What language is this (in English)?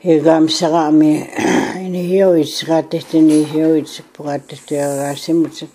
Plains Cree